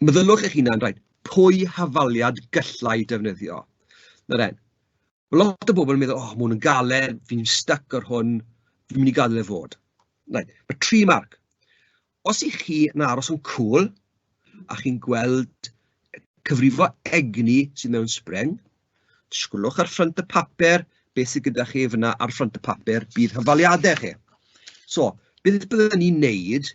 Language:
Welsh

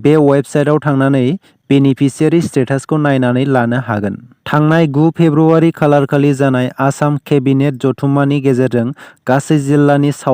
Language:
Bodo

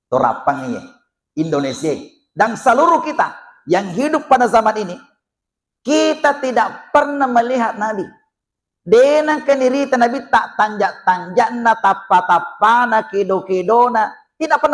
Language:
Buginese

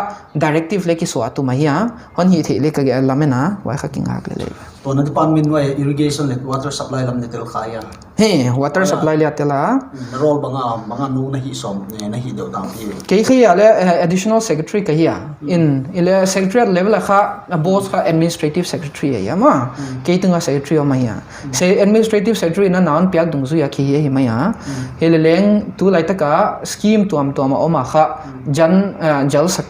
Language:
Paite Chin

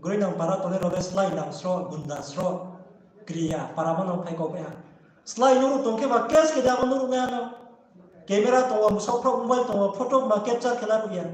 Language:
Riang (India)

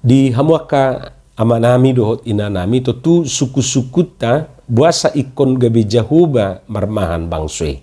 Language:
Batak Toba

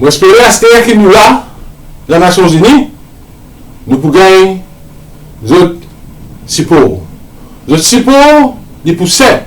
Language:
Morisyen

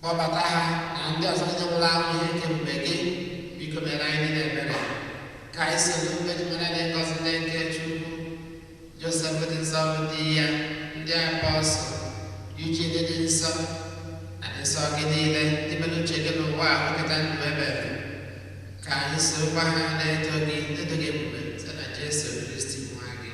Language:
Igbo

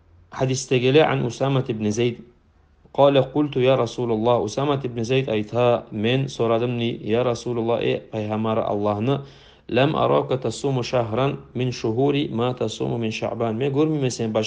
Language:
Kumyk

